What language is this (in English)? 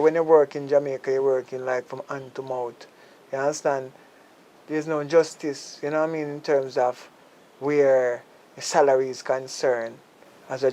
Jamaican Creole English